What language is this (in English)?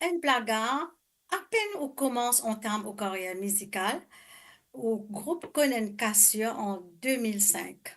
Morisyen